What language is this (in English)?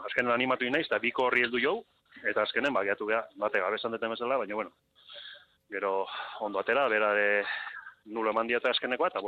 Basque